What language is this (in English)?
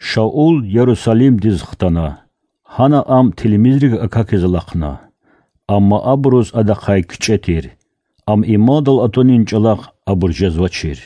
Lezghian